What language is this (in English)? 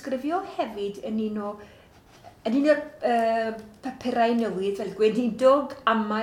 Welsh